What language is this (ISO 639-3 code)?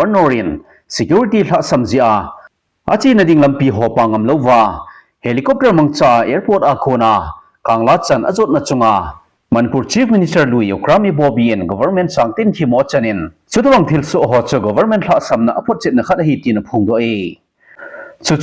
tcz